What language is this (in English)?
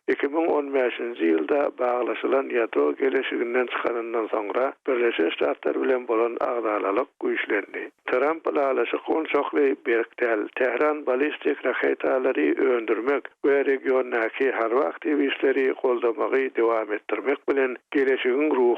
Turkmen